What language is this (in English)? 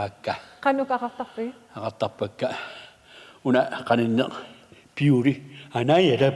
Kalaallisut